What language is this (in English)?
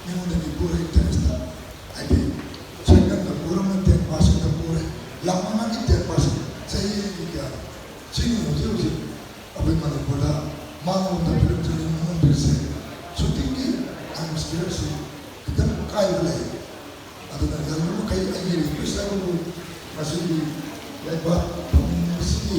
Manipuri